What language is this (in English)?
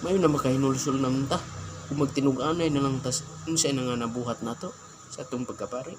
Cebuano